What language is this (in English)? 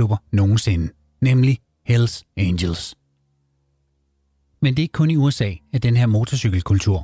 Danish